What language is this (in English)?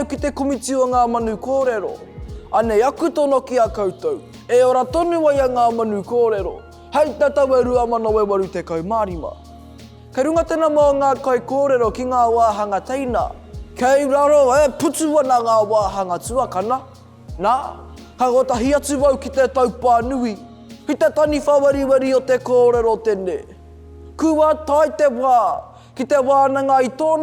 Māori